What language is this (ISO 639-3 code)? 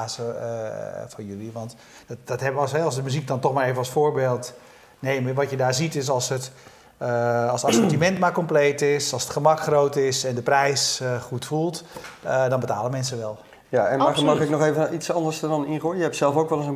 nld